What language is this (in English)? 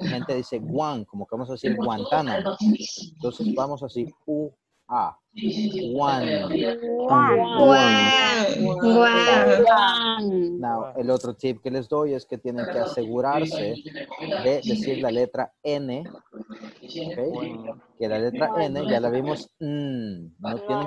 Spanish